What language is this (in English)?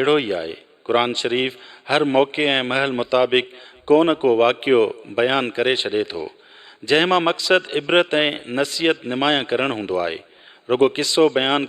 Sindhi